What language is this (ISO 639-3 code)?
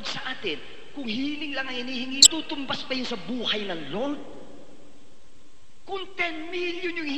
fil